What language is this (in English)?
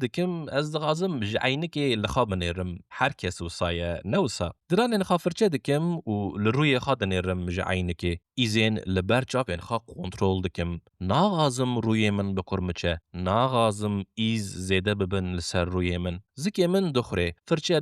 Kurdish